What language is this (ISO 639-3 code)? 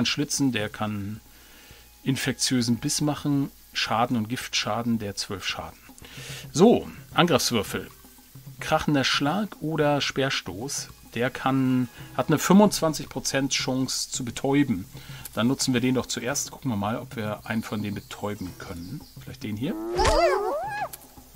deu